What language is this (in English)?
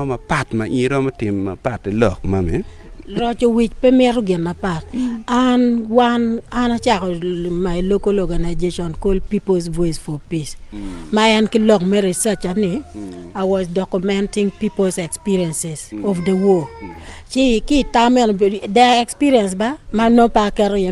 Acoli